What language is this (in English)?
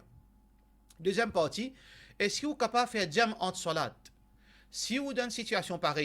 Morisyen